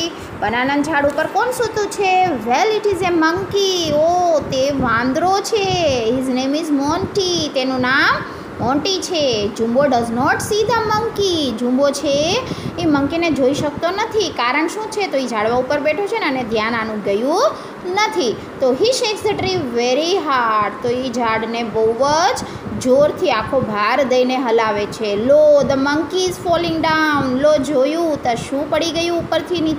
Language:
Gujarati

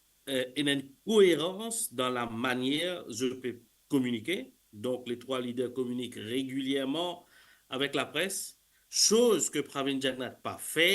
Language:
Morisyen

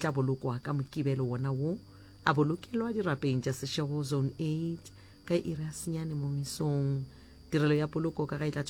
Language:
Northern Sotho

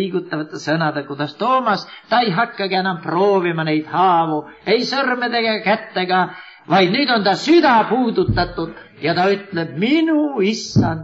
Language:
Estonian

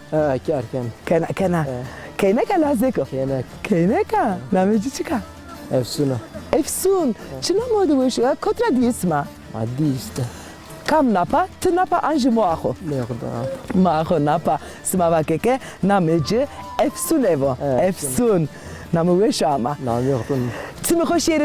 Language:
Zaza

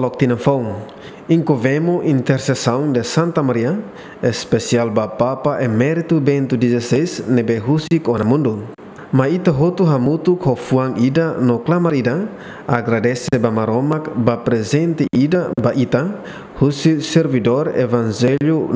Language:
Tetum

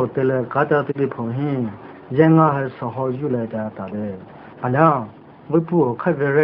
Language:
Poumei Naga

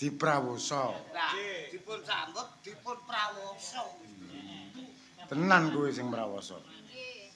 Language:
Javanese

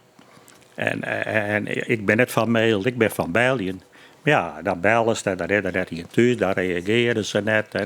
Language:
Western Frisian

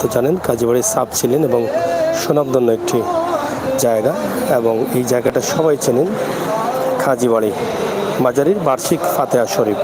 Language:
Sylheti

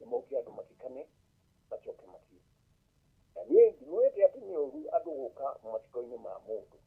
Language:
Kikuyu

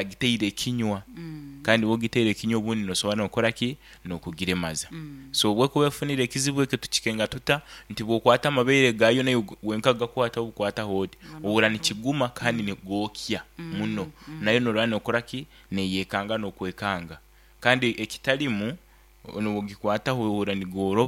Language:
Nyankole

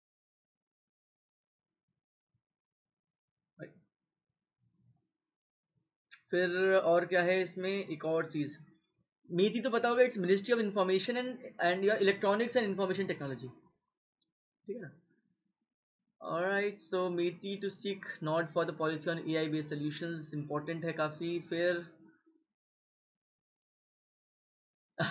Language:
Hindi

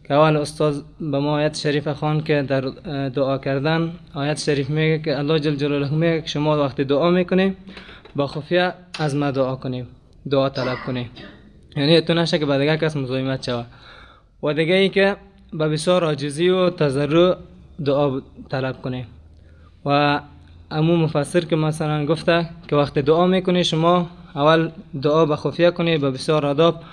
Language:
Persian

